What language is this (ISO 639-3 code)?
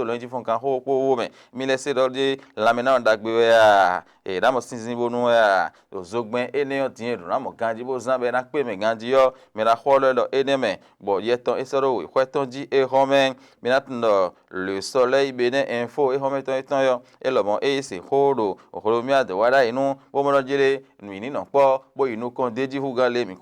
fon